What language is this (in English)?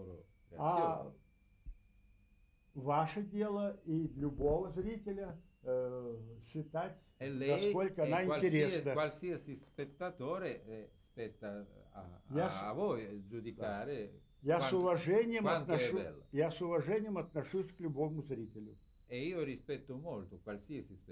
Russian